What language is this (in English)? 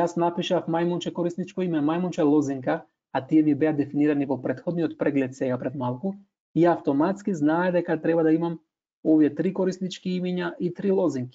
Macedonian